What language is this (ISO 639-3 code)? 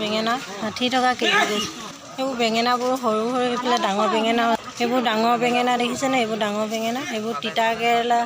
asm